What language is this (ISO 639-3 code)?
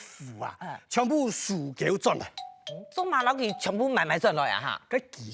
hak